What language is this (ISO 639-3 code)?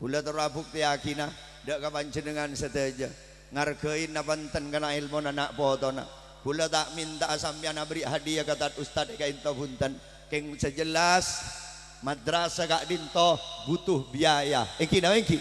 mad